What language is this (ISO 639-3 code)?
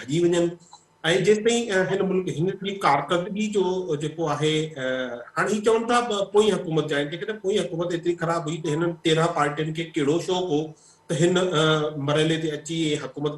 snd